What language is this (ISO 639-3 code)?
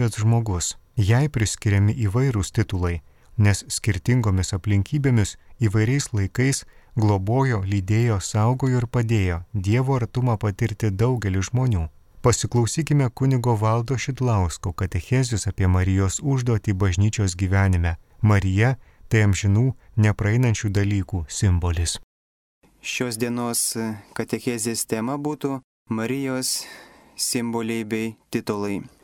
lit